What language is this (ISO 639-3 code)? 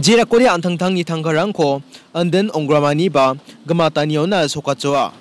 grt